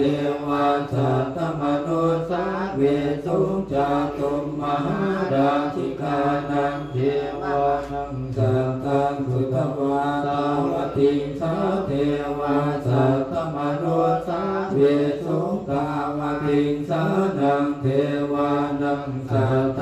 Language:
Pali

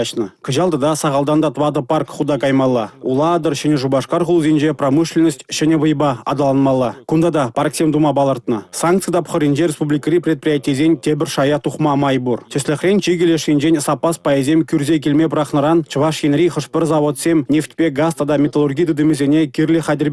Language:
Chuvash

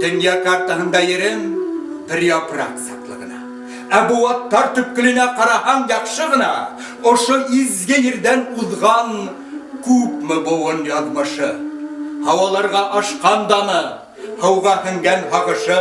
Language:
Bashkir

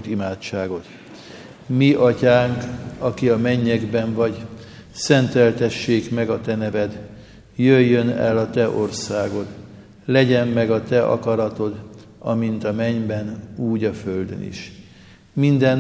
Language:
Hungarian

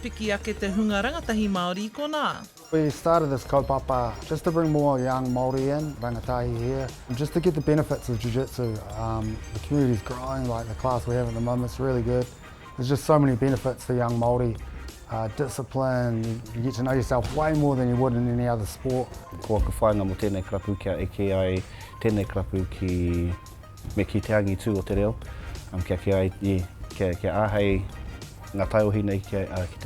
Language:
Māori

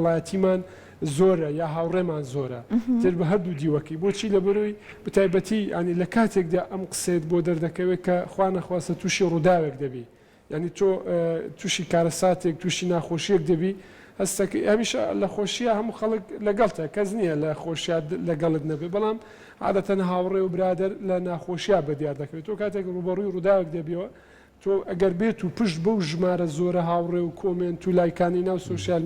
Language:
Central Kurdish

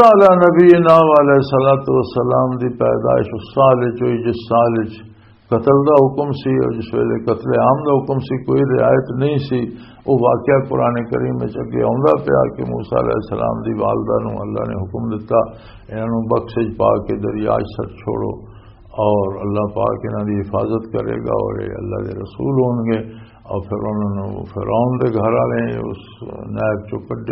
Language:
Western Panjabi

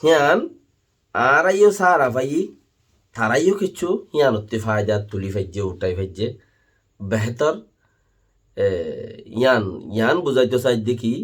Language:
Rohingya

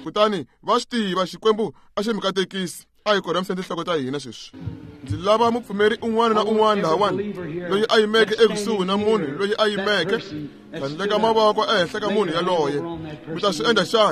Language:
Tsonga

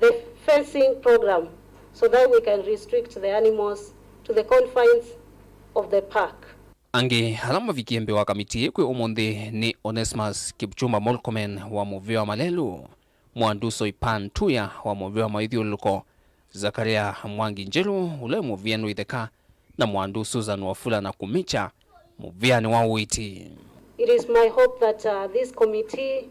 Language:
Kamba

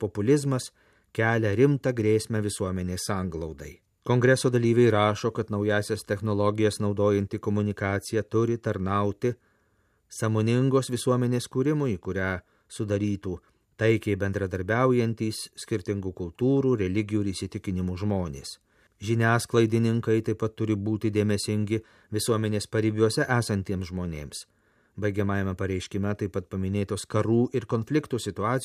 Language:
Lithuanian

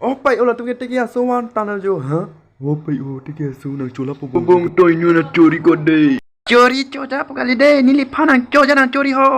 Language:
Karbi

